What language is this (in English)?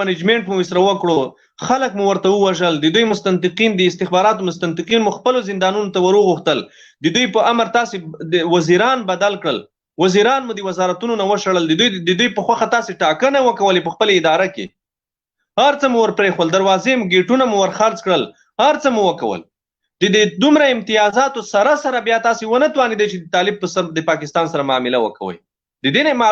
Pashto